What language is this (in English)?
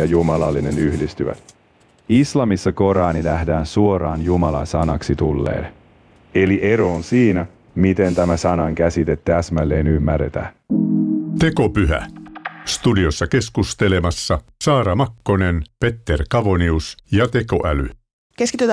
Finnish